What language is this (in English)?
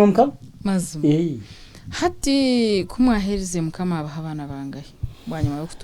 Nyankole